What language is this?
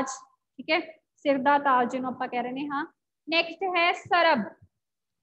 Punjabi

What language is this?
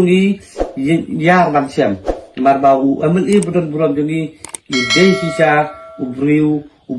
Khasi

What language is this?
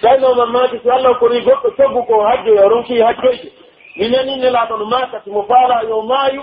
Pular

